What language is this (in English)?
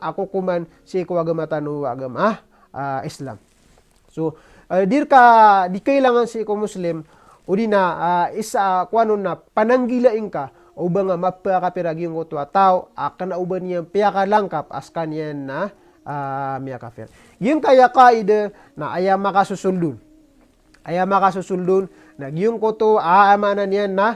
Maranao